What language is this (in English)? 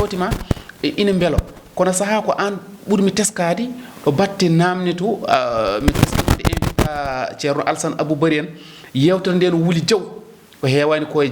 Fula